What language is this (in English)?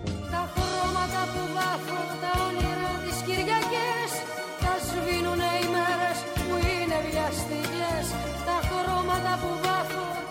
Greek